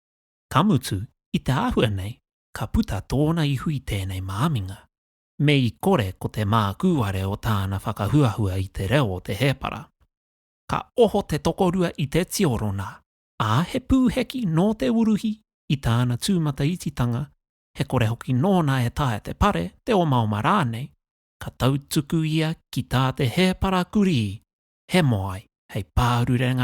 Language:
Māori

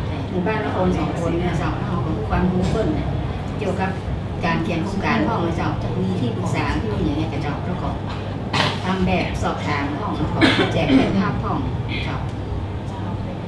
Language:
Thai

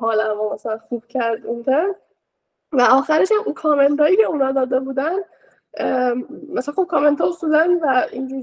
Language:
Persian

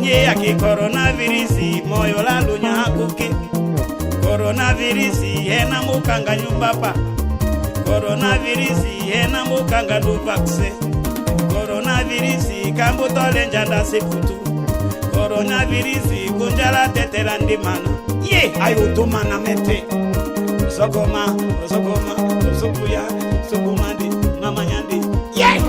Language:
Tetela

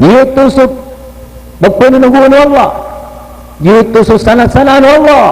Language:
Maranao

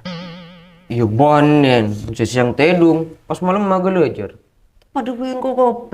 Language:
Madurese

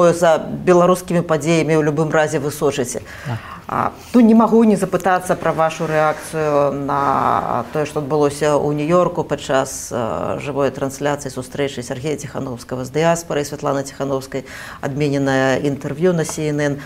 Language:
Belarusian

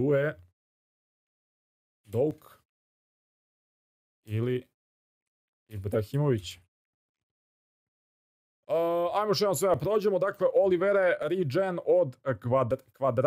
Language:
Serbian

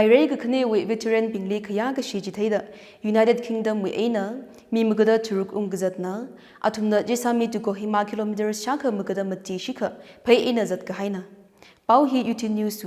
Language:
Tangkhul Naga (India)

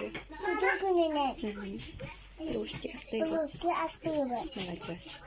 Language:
Yakut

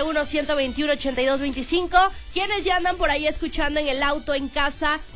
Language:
Spanish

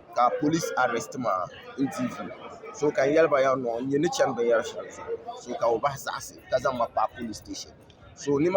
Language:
Dagbani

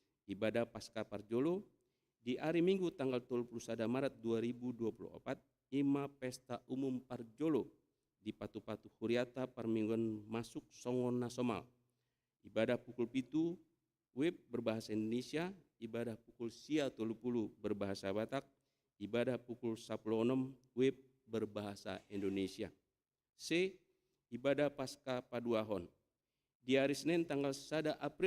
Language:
Batak Toba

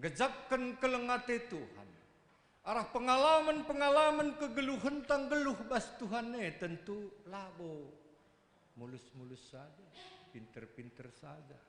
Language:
Batak Karo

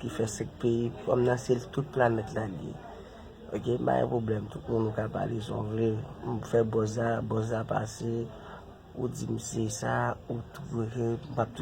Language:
Haitian Creole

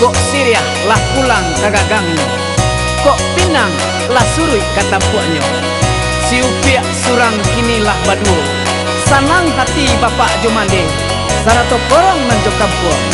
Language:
Minangkabau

